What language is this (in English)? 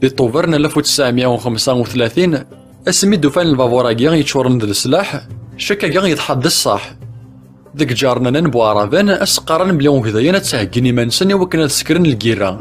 Kabyle